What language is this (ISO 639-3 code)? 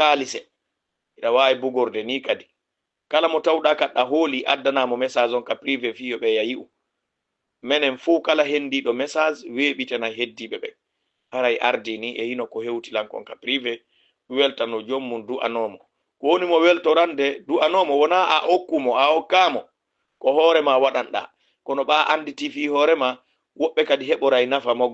ful